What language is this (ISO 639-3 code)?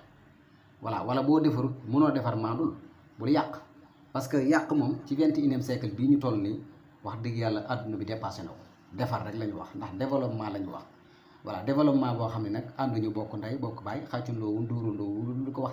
wol